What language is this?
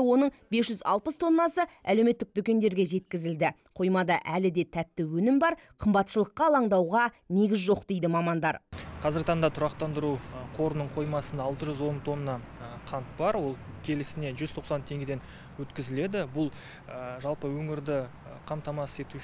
Kazakh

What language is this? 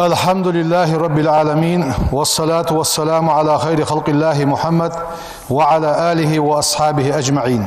Ingush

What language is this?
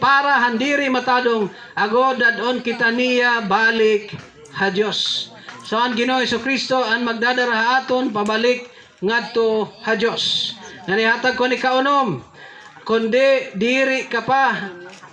Waray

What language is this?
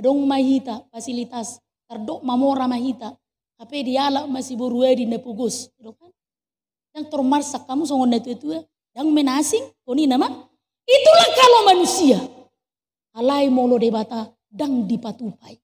Batak Toba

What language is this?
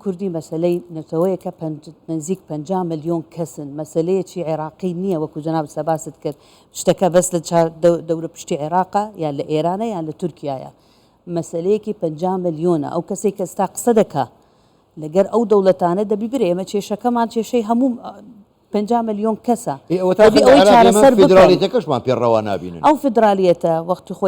Central Kurdish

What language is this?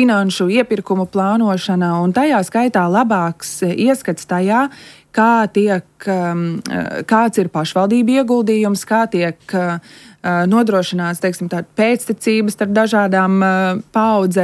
Latvian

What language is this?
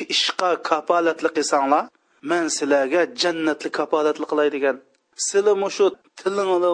Uyghur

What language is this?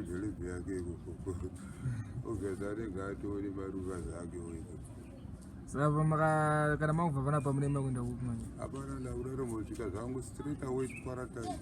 Shona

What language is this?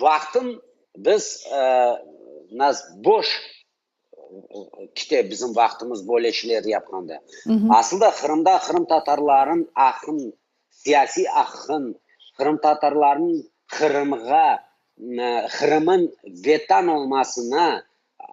Crimean Tatar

